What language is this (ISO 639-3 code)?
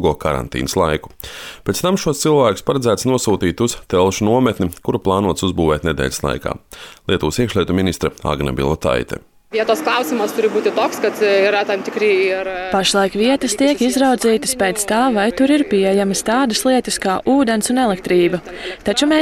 lav